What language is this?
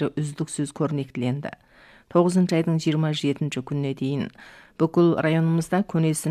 Kazakh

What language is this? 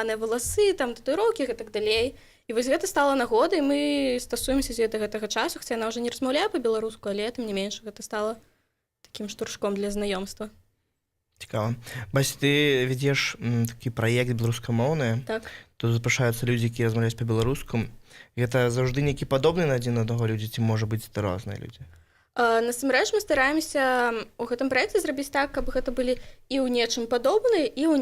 Belarusian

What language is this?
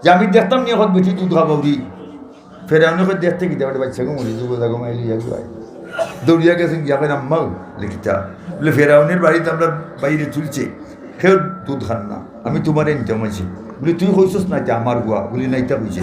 Sylheti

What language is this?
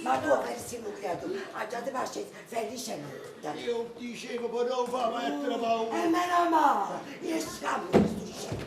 Neapolitan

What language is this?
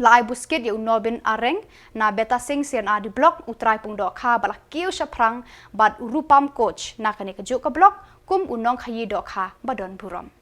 Khasi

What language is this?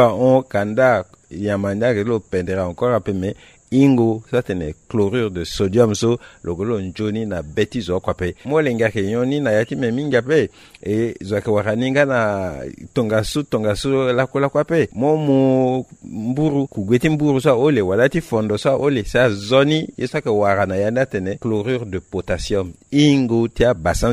Sango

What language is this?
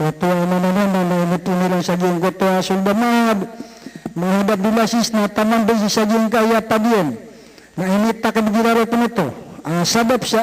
Maranao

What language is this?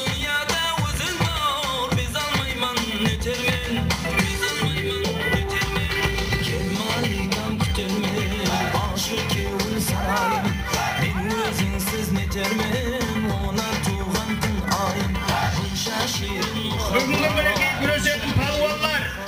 Kara-Kalpak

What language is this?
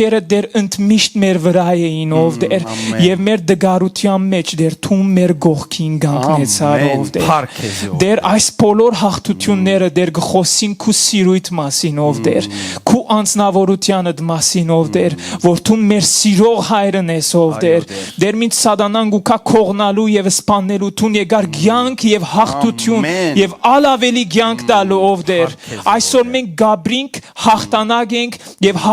Western Armenian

